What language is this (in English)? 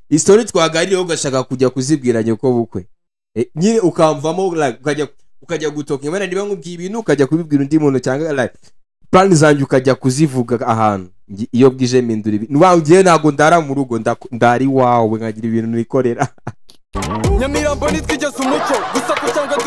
Kinyarwanda